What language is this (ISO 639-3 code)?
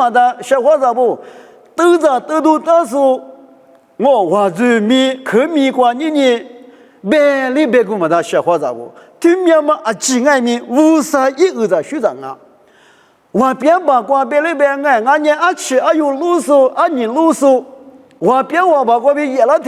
lis